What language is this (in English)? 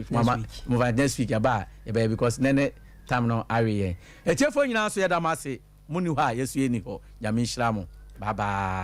Akan